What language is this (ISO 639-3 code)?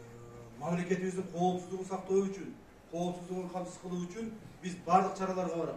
kir